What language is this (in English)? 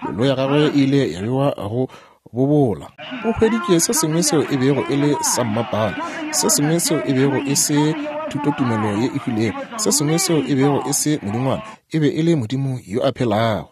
Northern Sotho